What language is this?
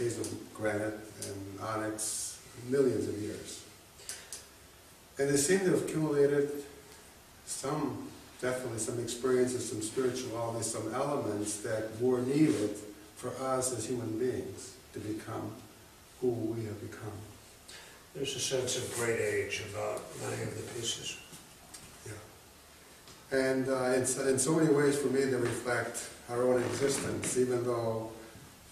English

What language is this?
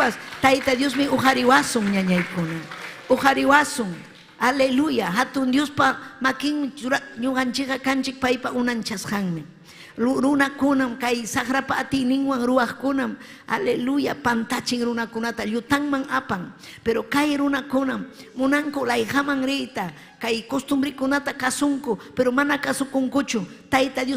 Ayacucho Quechua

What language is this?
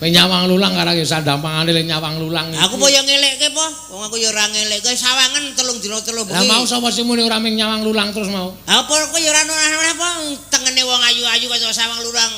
Javanese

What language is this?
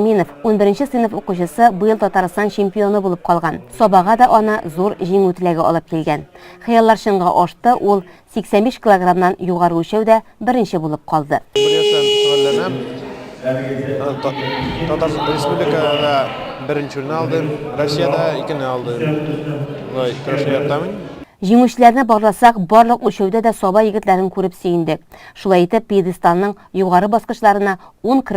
Tatar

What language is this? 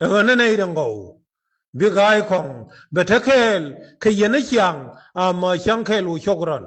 Nuer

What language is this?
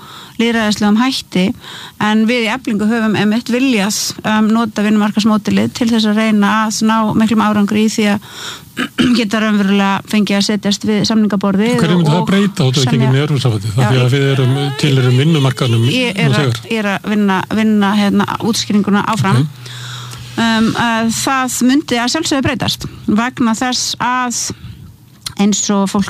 Icelandic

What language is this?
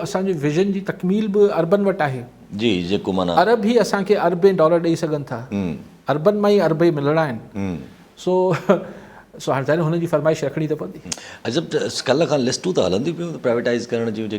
Sindhi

